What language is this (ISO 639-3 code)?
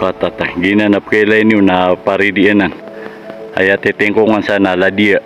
mrw